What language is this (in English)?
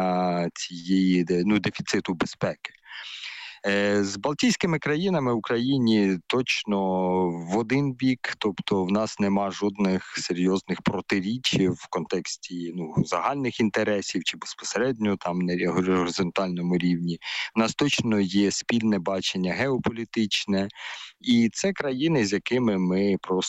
Ukrainian